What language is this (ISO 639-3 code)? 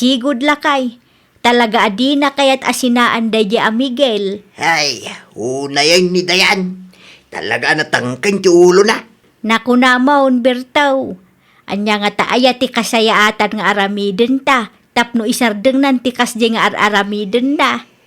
ilo